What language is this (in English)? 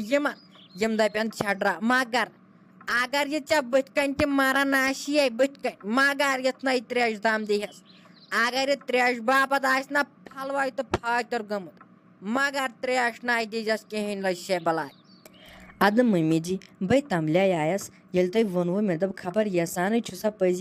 Kashmiri